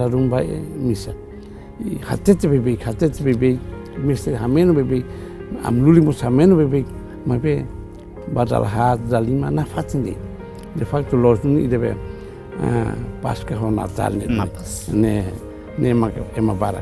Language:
Tetum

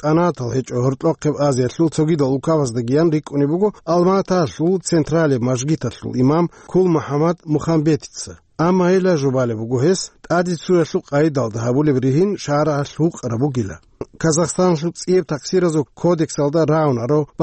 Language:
Avaric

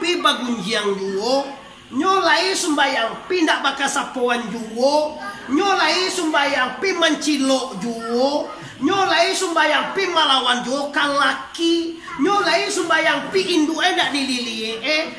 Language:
Minangkabau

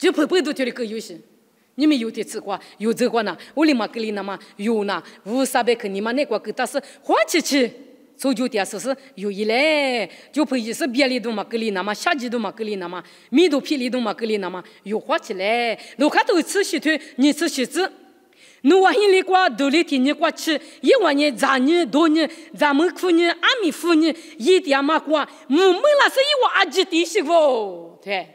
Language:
Lisu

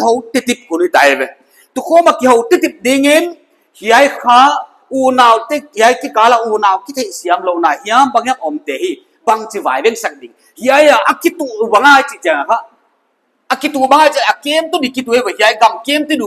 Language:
Paite Chin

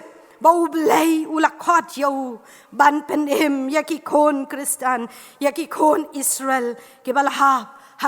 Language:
Khasi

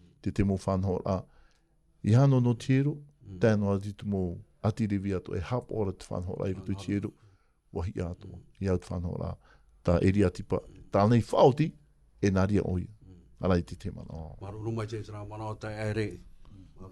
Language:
Tahitian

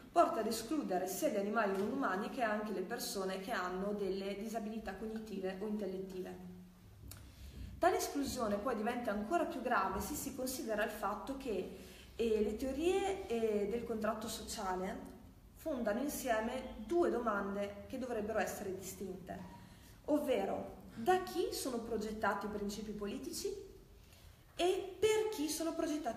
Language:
Italian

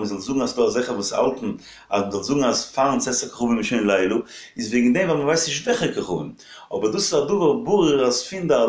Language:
Yiddish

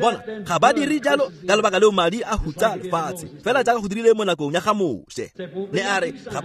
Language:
Tswana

